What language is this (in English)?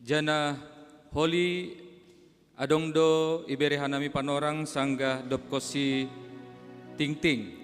Batak Simalungun